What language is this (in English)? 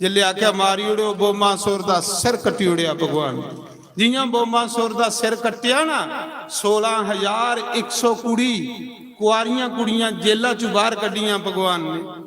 Dogri